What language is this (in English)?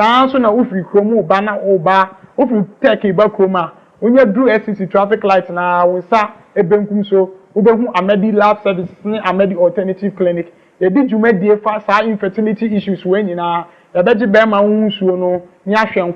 Akan